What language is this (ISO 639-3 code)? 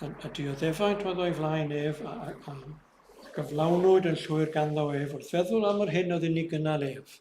cym